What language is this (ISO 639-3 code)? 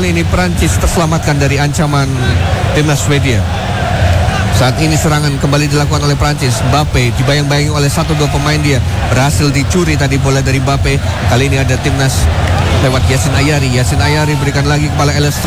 ind